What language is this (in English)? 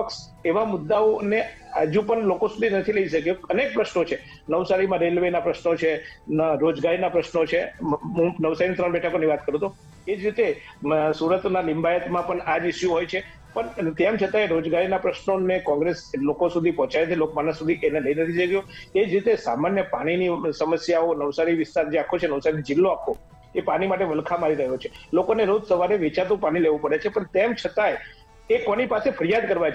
Gujarati